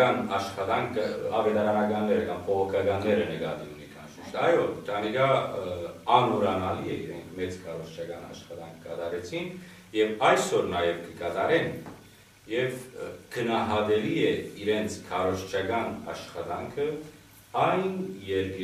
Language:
Western Armenian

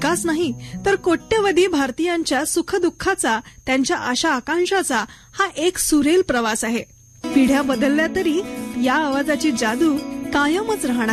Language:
Marathi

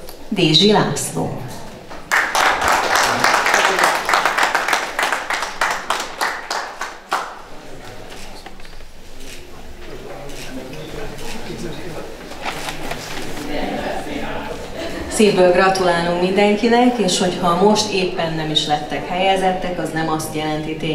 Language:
Hungarian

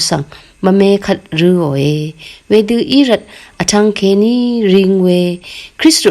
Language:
Rawang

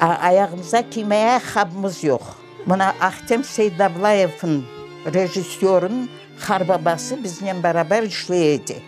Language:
Crimean Tatar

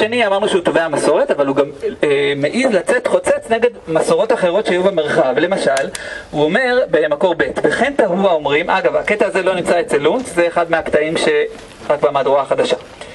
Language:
Hebrew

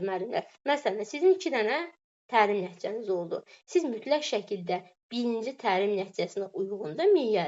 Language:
Azerbaijani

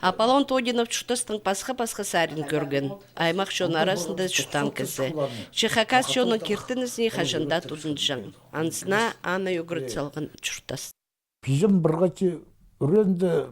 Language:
Khakas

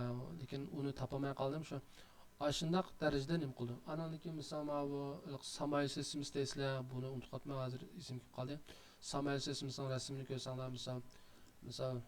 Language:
Uyghur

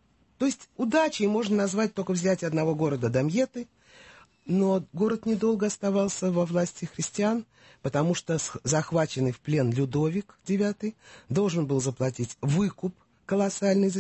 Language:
Russian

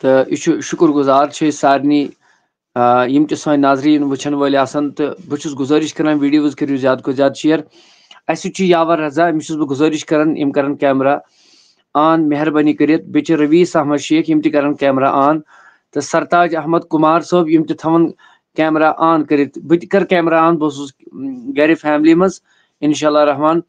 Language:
Kashmiri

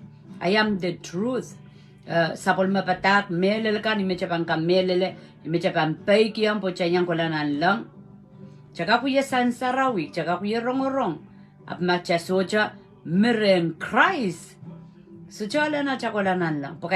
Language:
Pohnpeian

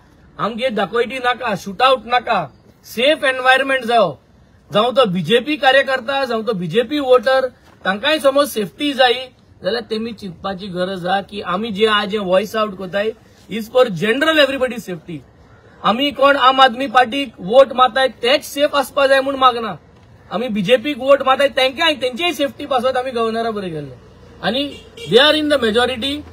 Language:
Konkani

